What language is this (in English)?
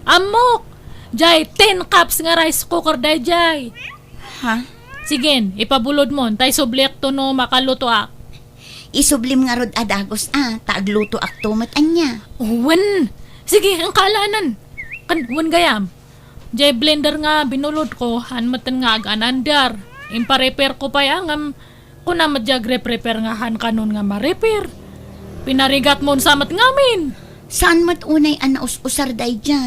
Iloko